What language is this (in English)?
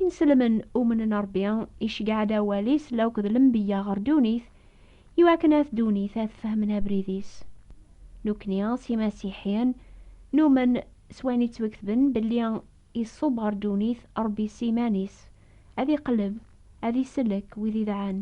Kabyle